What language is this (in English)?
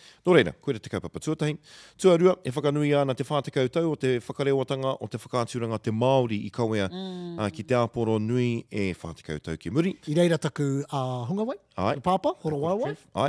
Māori